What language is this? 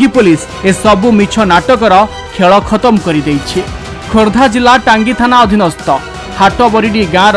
Odia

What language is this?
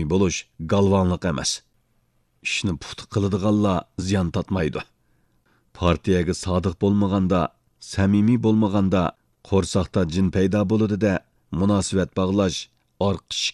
Uyghur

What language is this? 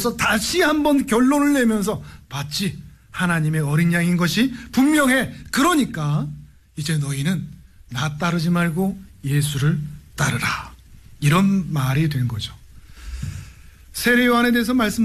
Korean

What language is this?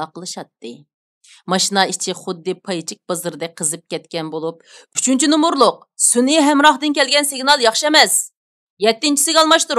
Uyghur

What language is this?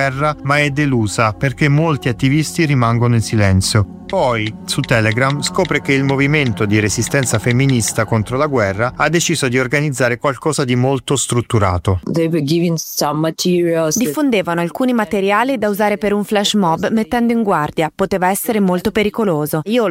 Italian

